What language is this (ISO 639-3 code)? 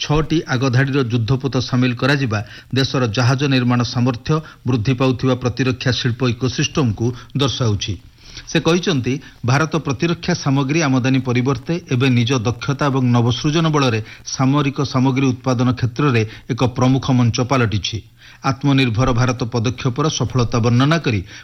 ori